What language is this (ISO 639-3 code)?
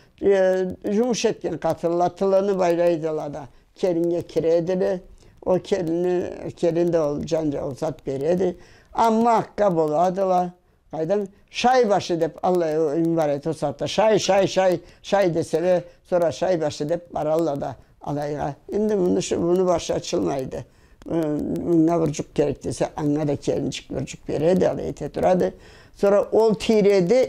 krc